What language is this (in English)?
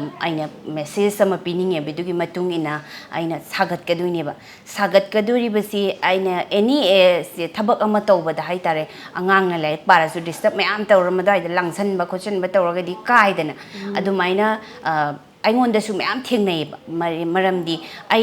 Manipuri